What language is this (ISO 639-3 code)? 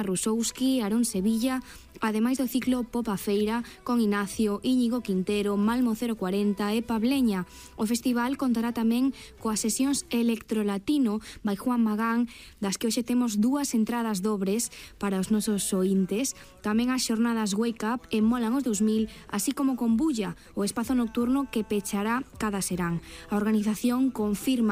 glg